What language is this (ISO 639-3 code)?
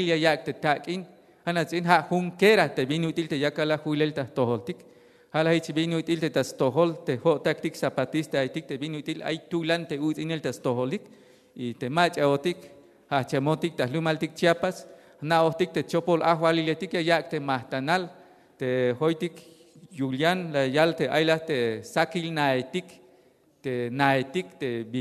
tzh